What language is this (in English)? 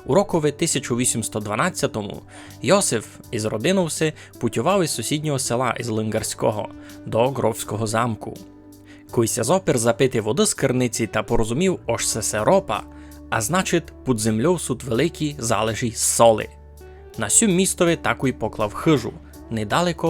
Rusyn